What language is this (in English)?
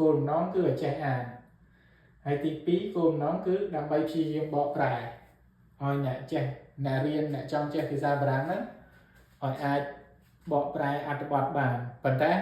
Khmer